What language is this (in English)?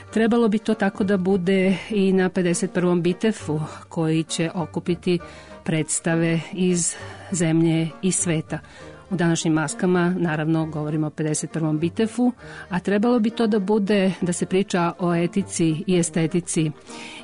Serbian